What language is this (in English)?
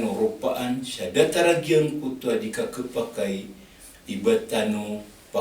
Maranao